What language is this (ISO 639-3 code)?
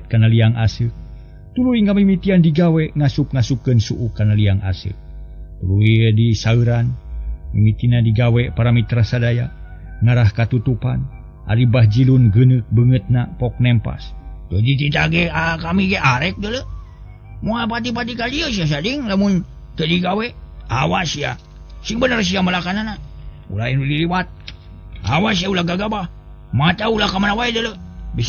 sun